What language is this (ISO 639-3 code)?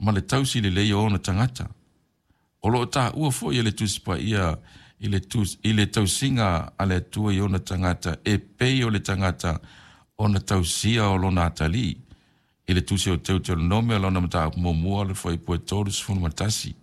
smo